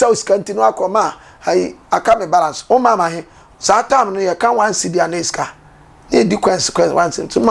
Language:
Akan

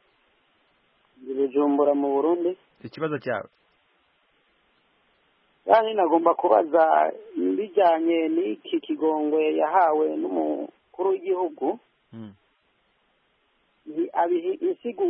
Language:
Kinyarwanda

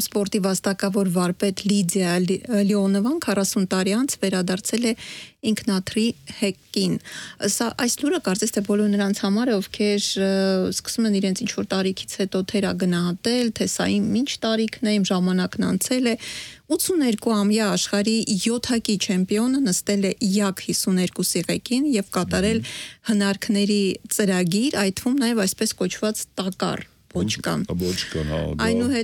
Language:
Armenian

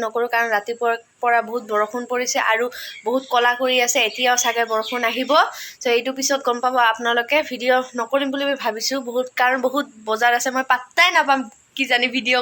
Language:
Assamese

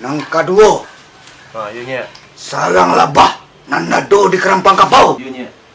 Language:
Minangkabau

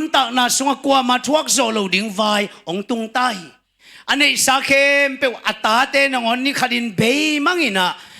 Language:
Tedim Chin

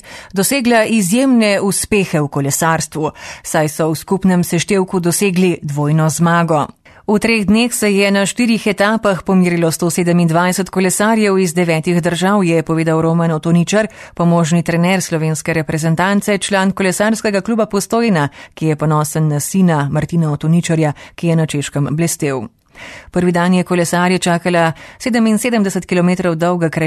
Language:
Slovenian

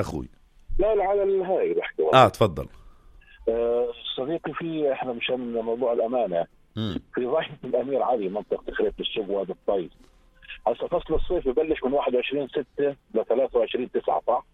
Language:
North Levantine Arabic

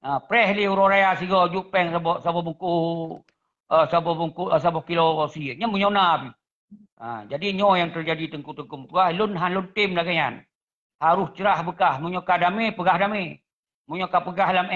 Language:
Achinese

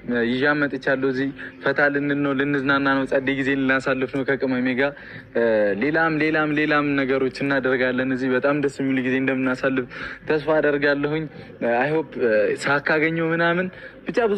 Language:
Amharic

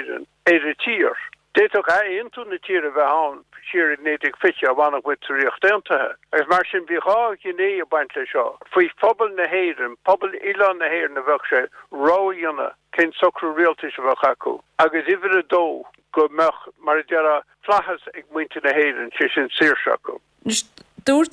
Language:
Irish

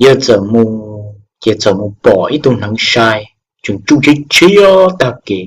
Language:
Hmong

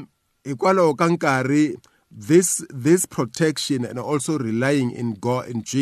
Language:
Tsonga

